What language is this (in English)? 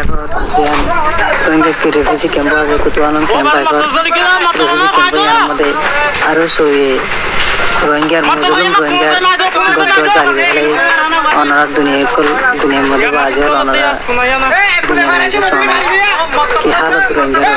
Rohingya